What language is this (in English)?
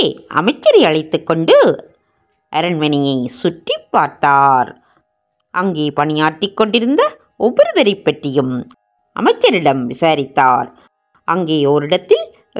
Tamil